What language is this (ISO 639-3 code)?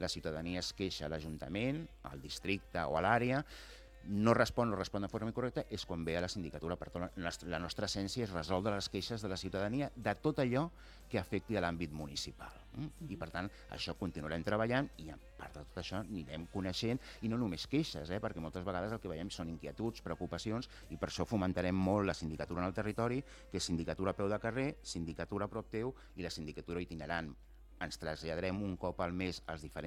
cat